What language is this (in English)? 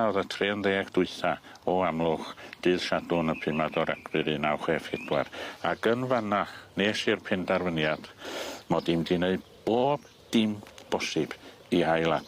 Welsh